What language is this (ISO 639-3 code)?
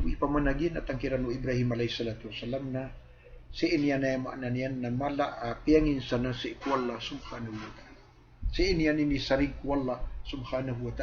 mrw